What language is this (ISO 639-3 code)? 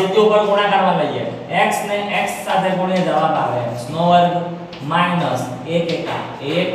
guj